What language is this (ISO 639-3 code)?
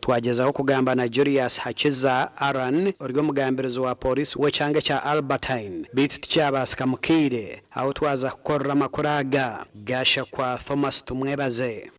nyn